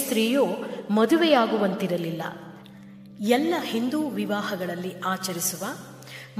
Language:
Kannada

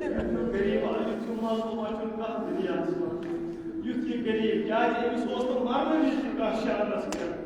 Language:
Kashmiri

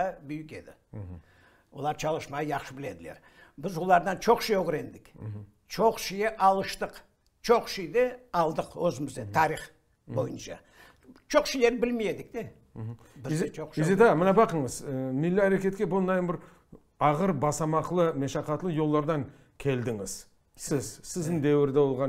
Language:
Crimean Tatar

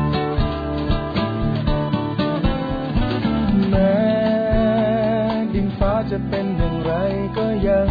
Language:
Thai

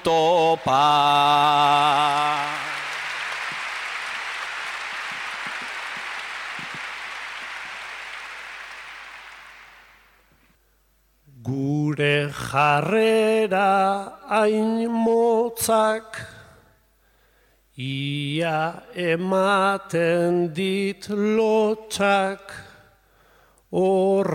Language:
Basque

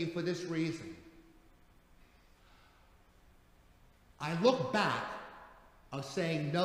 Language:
English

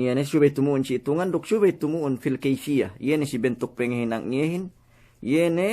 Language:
Yakan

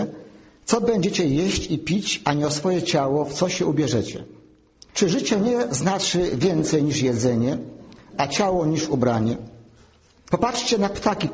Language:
Polish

